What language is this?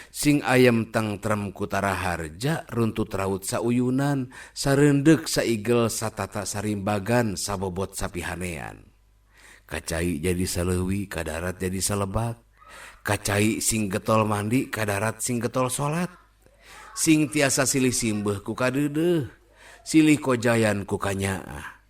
Sundanese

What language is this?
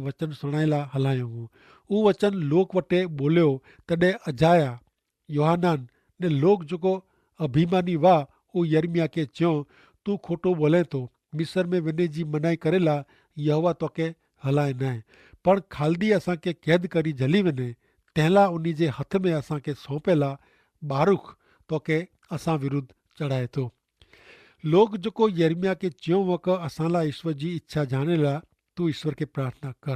Kachhi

